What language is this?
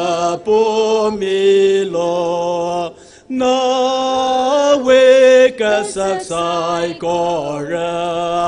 Tangkhul Naga (India)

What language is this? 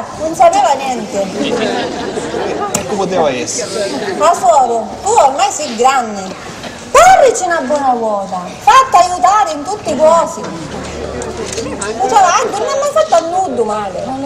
Sicilian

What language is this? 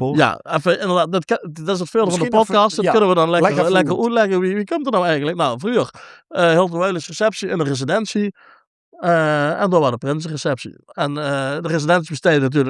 Limburgish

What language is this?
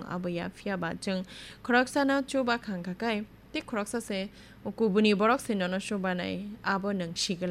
Kok Borok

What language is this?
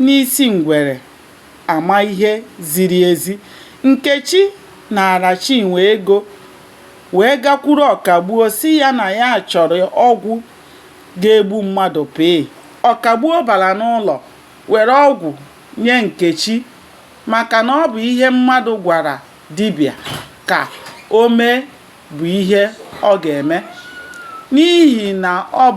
Igbo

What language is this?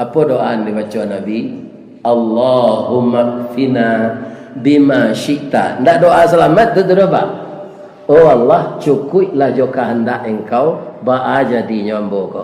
Minangkabau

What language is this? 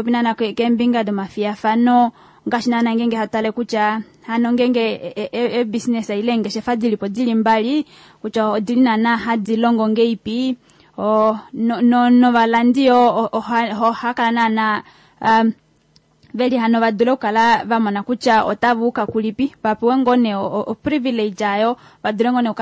Kuanyama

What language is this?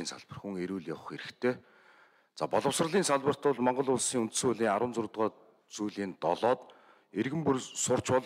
Mongolian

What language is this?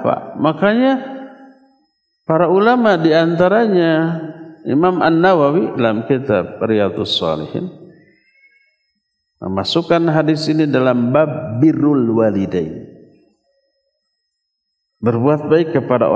Indonesian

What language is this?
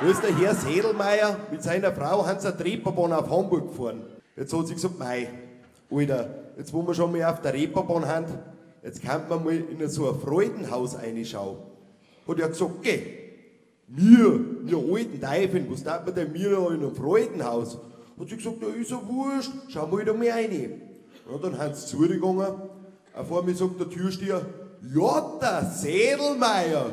Bavarian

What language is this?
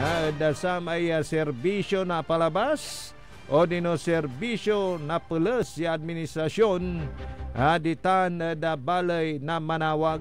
Pangasinan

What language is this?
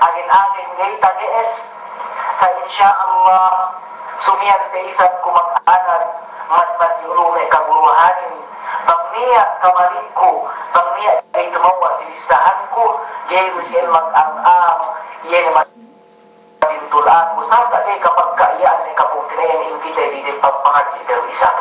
Yakan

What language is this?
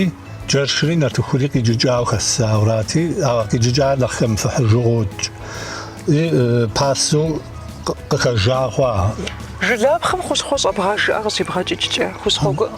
Kabardian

